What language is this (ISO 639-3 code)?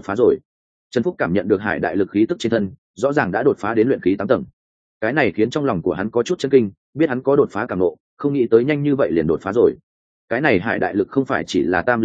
vie